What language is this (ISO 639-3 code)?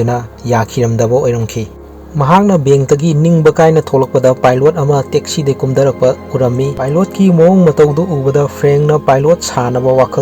mni